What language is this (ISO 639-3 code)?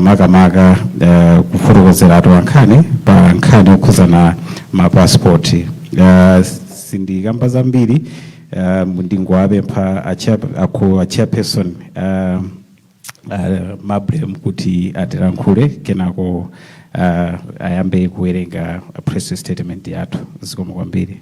nya